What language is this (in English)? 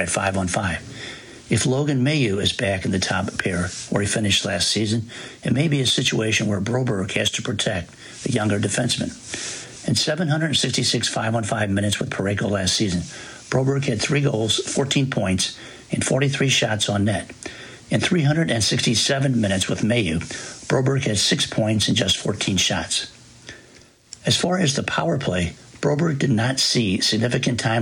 English